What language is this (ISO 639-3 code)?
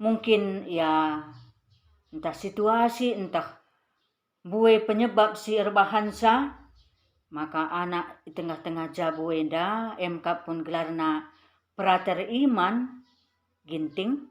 btx